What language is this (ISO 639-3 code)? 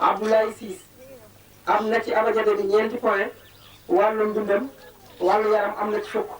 wol